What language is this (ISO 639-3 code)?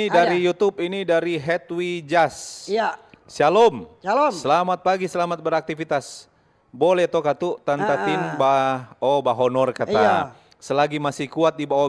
xmm